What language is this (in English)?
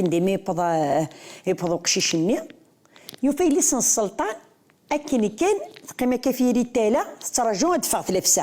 Kabyle